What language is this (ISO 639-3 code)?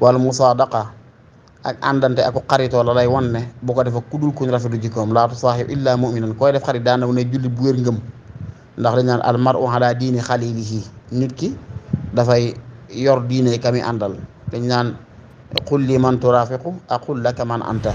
wol